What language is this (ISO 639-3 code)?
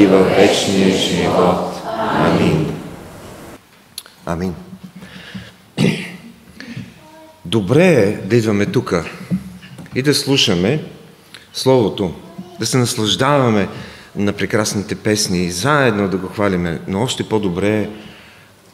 bul